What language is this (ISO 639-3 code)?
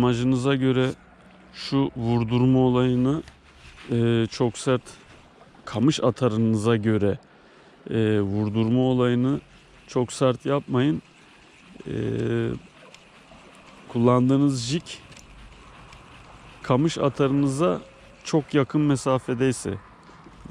tur